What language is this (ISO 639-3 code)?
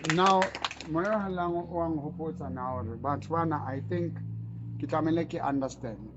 sot